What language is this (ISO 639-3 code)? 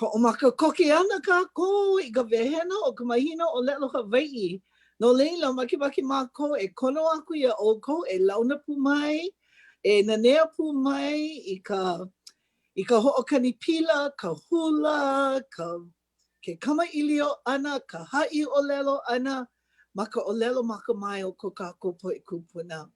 haw